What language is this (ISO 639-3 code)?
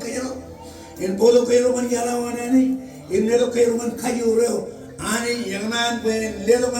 mah